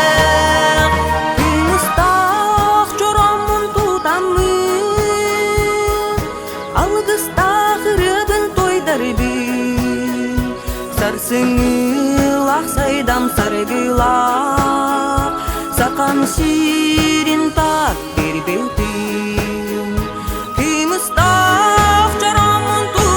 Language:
Yakut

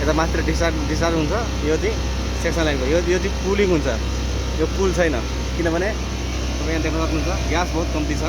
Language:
Nepali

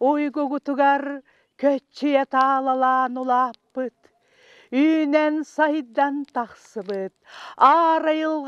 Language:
Yakut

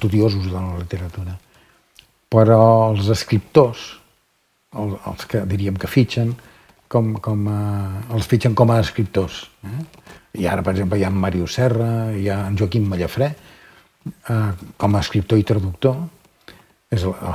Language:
Catalan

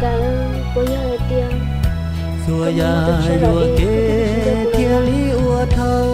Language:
Hmong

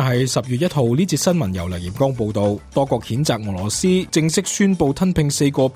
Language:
Cantonese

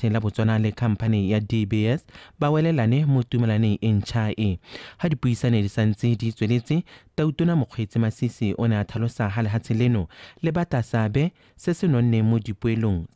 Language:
Tswana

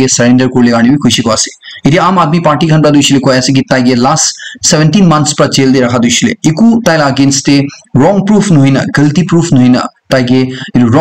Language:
Naga Pidgin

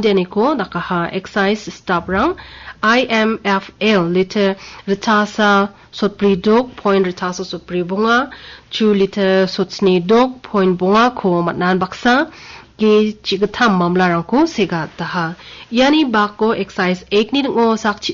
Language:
Garo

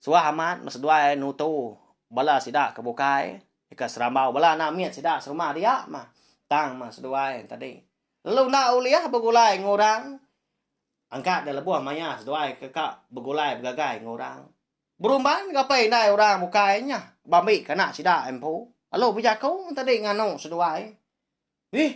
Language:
Iban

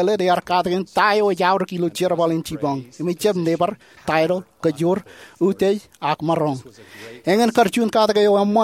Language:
Marshallese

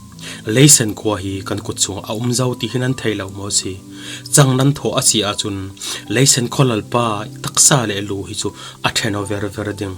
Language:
Falam Chin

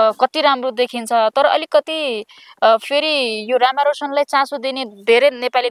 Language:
Nepali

